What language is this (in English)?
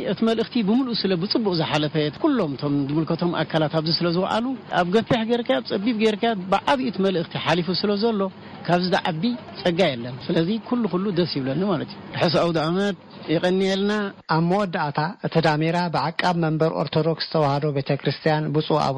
Tigrinya